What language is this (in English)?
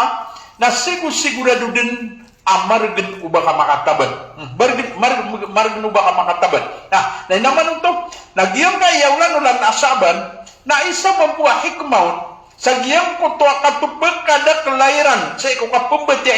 Maranao